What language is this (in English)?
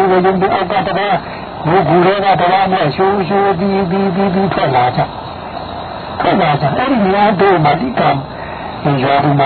Burmese